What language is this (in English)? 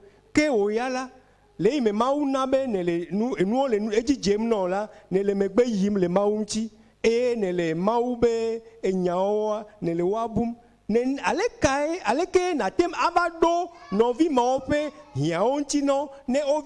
Ewe